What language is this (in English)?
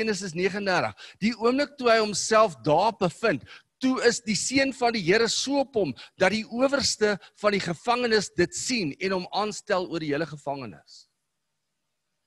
Afrikaans